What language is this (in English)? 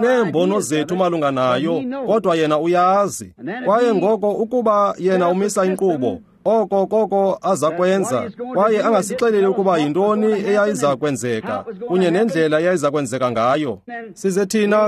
Xhosa